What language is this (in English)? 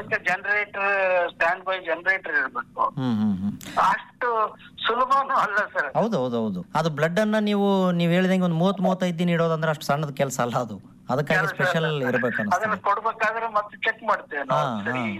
Kannada